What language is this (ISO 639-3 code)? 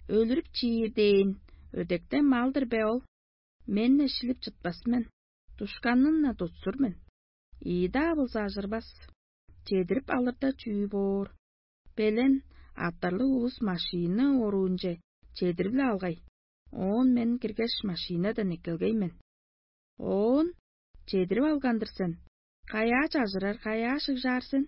tyv